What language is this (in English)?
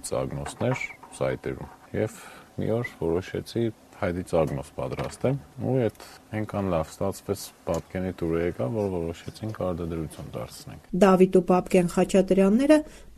Armenian